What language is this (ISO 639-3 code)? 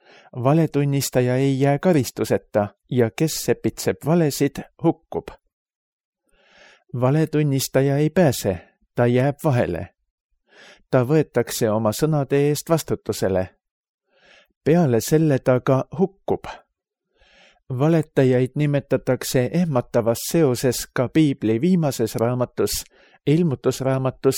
est